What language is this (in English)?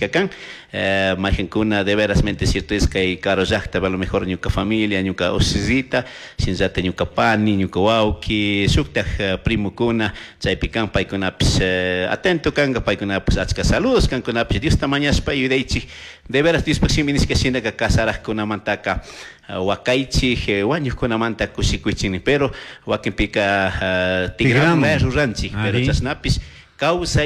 Chimborazo Highland Quichua